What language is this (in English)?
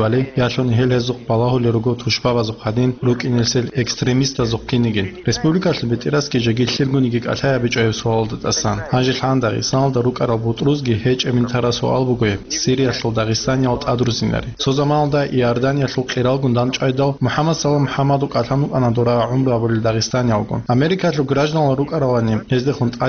Avaric